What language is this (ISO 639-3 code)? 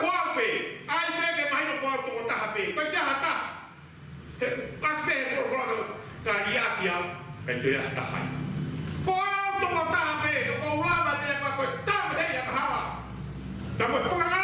ton